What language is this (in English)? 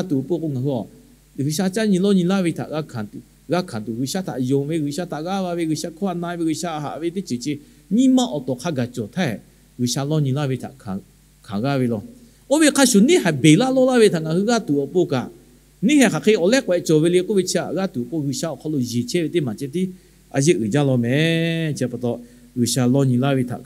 Lahu